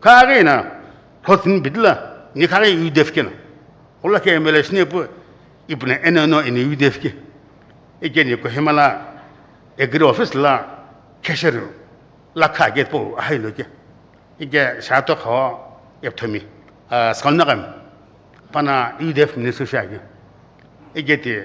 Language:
Sumi Naga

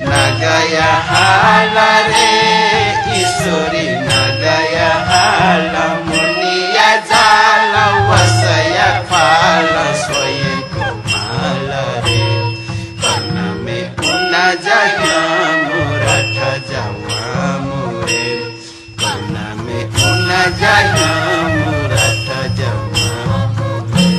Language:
Newari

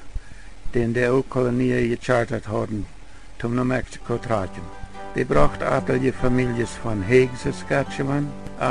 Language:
Plautdietsch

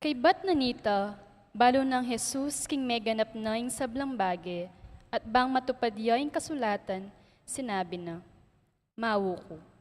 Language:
Pampanga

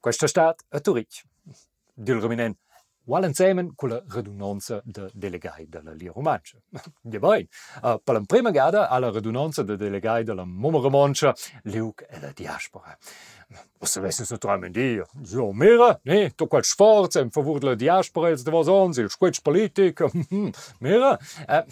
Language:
Romansh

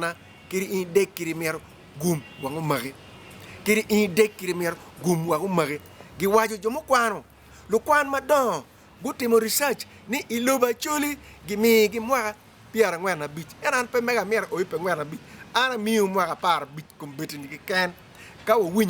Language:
Acoli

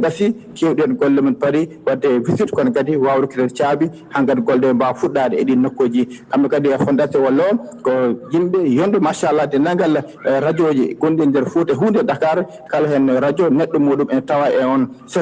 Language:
Fula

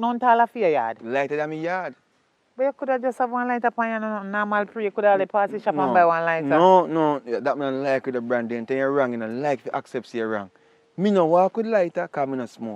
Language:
Jamaican Creole English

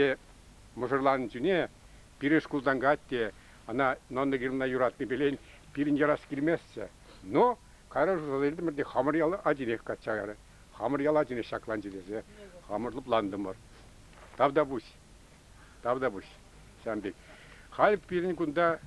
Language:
Chuvash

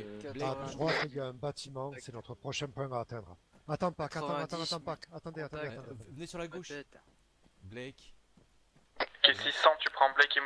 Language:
French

